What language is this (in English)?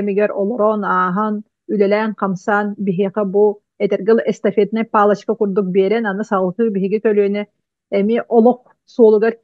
Yakut